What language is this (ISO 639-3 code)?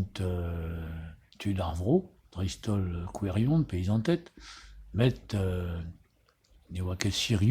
bre